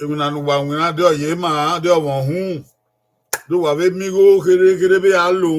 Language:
Bini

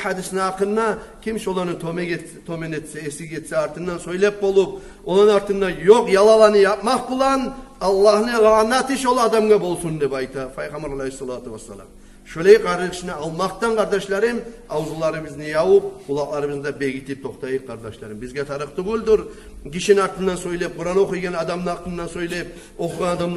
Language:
Kumyk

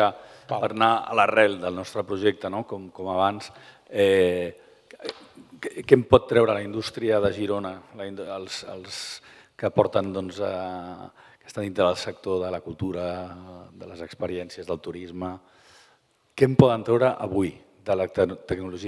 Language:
Catalan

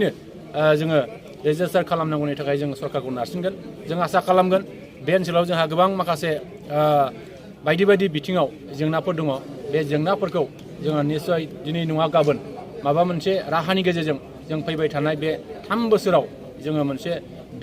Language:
Bodo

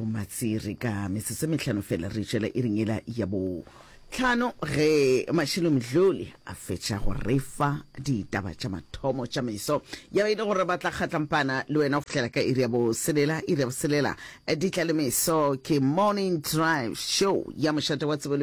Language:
Northern Sotho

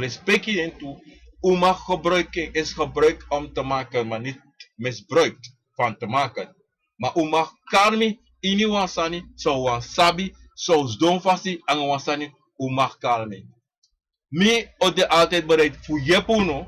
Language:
Sranan Tongo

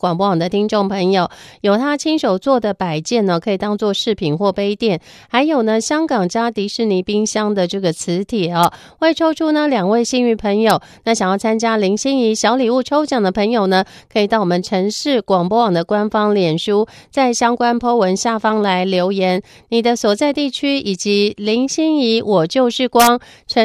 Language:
Chinese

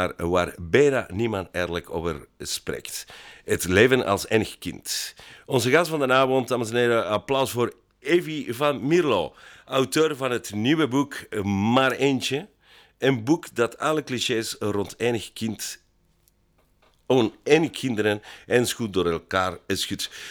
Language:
Dutch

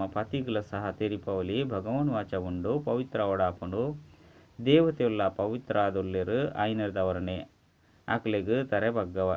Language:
Tulu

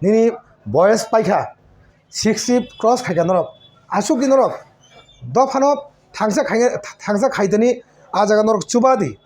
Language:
Kok Borok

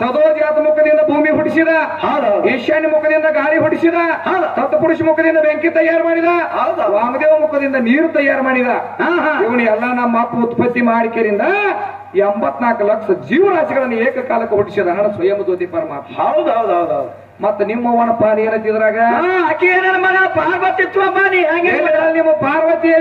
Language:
Kannada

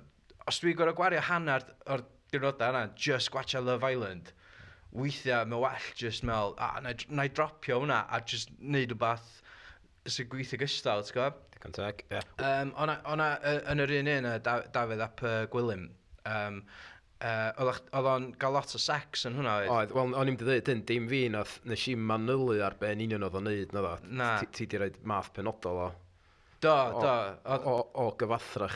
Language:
Welsh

